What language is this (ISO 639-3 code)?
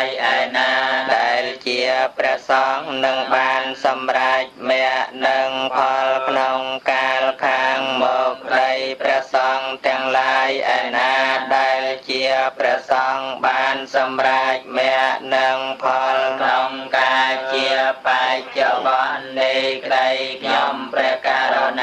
khm